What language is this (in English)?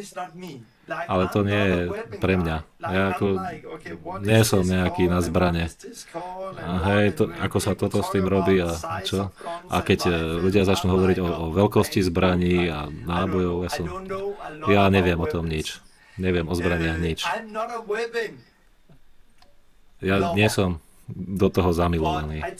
Slovak